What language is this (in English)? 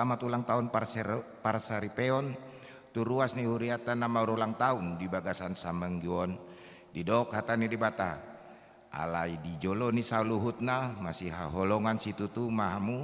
Batak Toba